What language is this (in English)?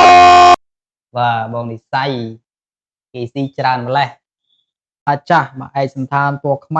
Khmer